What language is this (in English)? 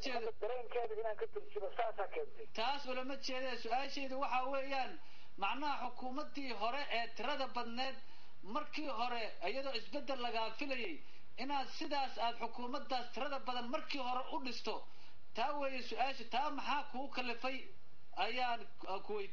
Somali